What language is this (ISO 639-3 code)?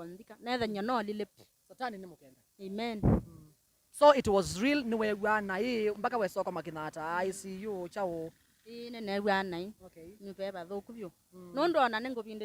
kam